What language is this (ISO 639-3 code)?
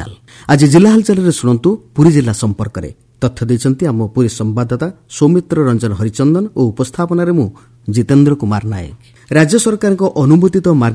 ori